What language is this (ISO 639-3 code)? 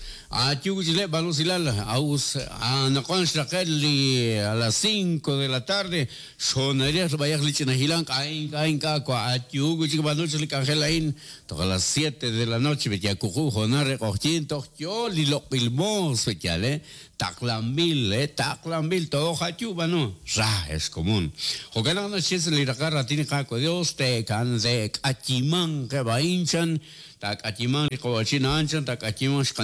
kek